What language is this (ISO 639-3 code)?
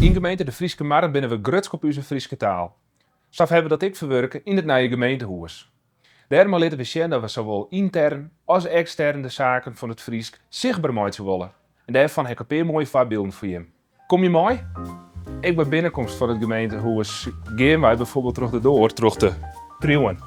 fry